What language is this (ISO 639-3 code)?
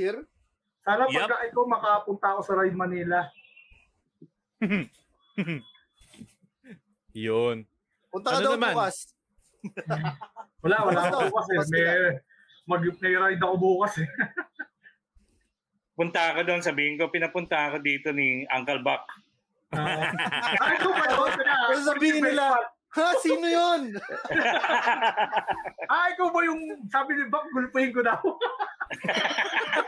fil